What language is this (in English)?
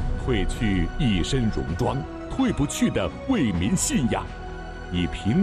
Chinese